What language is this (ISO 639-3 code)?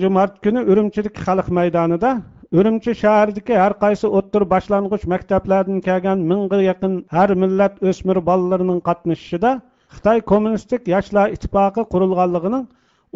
uig